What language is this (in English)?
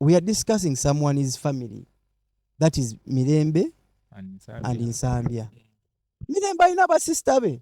Ganda